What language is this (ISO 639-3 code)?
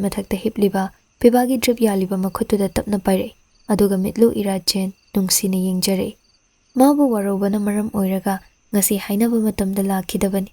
mni